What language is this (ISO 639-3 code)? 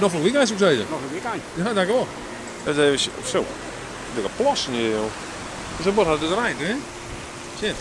fry